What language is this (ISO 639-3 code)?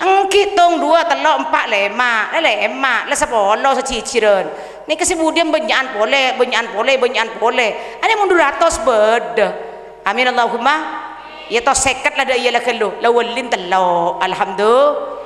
mad